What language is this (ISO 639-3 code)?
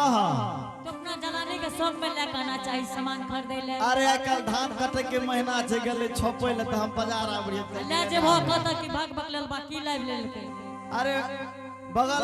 anp